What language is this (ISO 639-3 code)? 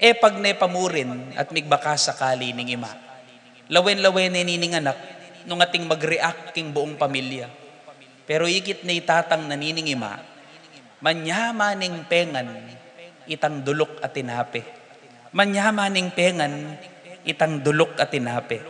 pam